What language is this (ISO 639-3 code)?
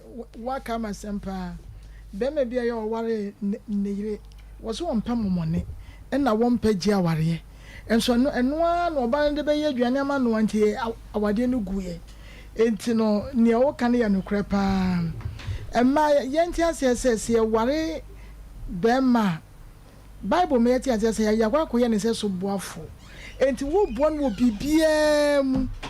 aka